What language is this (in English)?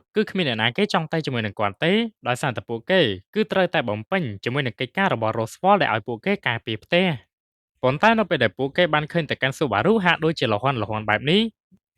Khmer